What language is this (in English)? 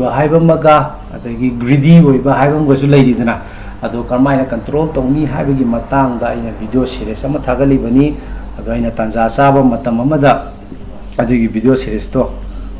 Manipuri